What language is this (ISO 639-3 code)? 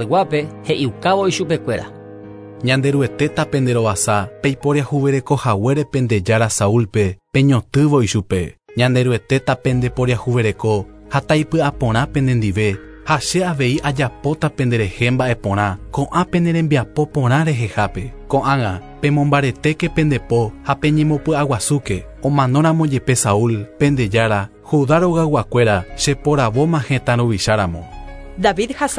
grn